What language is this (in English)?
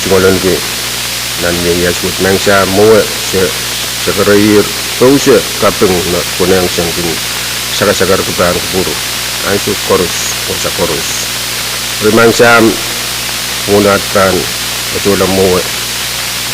Pohnpeian